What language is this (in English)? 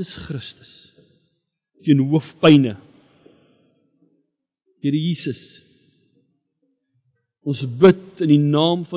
Afrikaans